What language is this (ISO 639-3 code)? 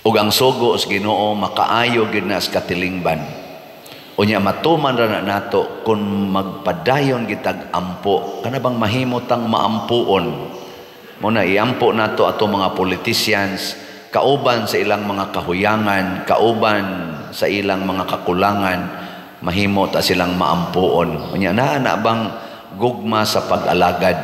ceb